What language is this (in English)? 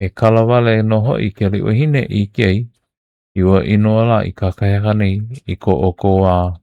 Hawaiian